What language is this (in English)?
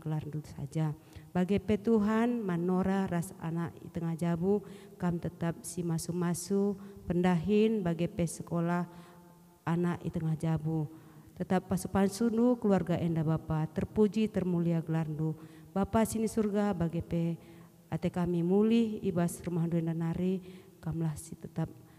Batak Karo